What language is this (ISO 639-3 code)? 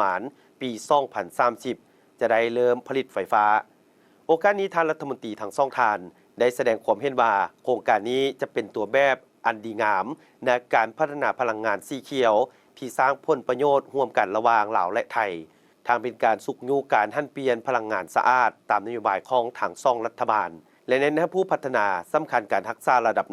lao